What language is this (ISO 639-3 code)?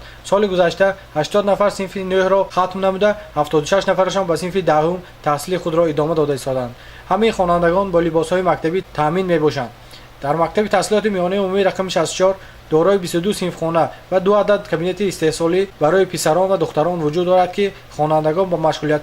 tgk